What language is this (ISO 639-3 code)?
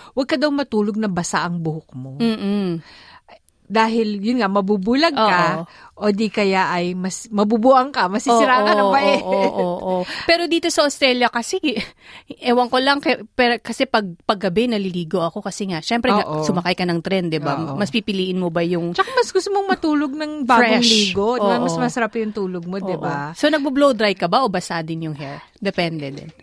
fil